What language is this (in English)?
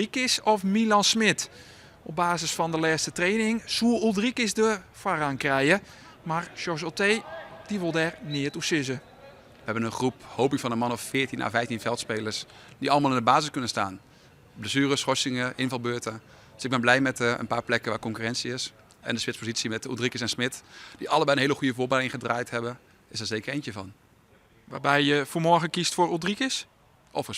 Western Frisian